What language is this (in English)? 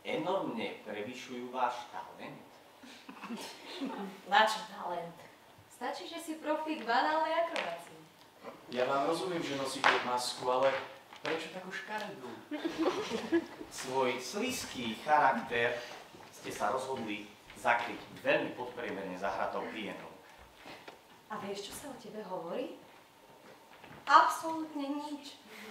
Slovak